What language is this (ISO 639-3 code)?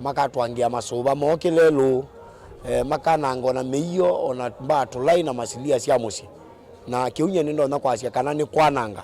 kam